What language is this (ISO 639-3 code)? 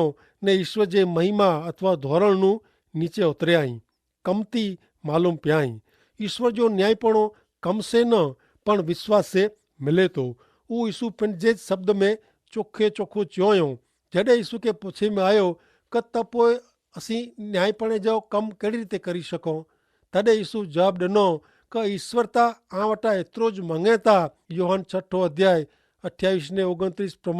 kfr